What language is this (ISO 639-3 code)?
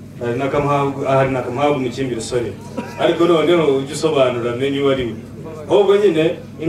kin